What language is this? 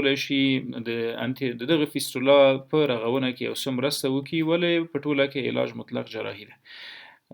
Pashto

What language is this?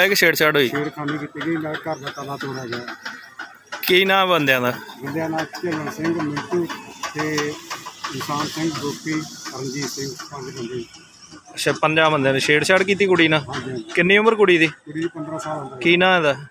Punjabi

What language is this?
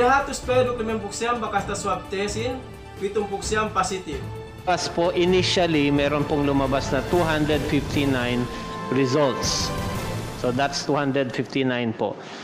Yakan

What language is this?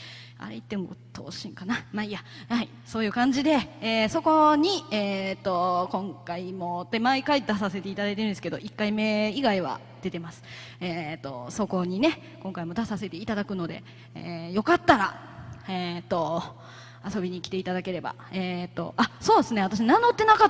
Japanese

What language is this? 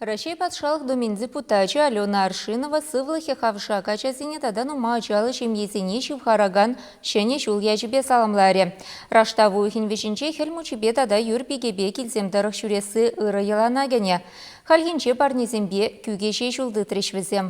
Chuvash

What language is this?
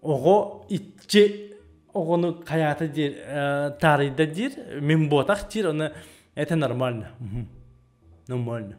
Yakut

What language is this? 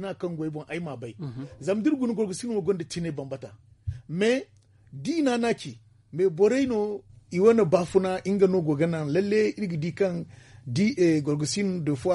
Zarma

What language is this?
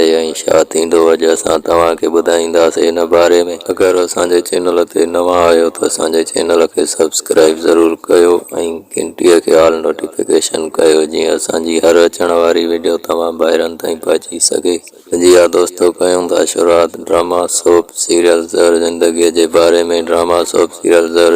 Sindhi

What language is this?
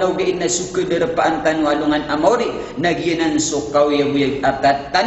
Maranao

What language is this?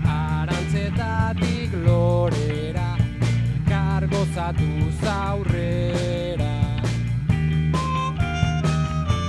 Basque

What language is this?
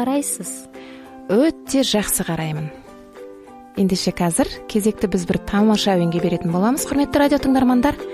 Kazakh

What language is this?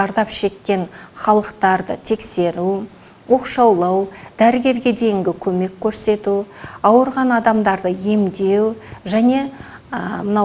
Kazakh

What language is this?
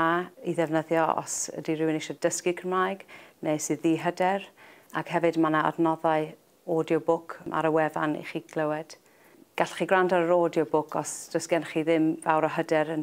Welsh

